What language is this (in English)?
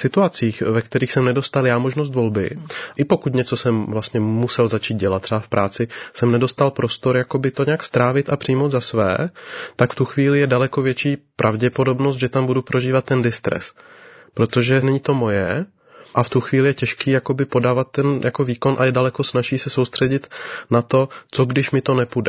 Czech